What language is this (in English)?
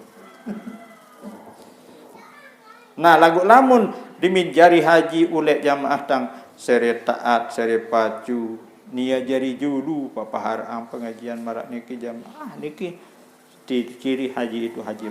Sasak